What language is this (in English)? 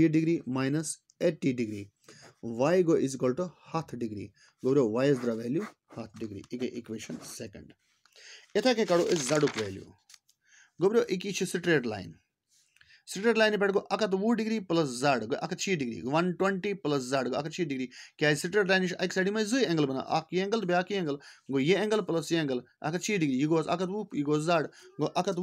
Kashmiri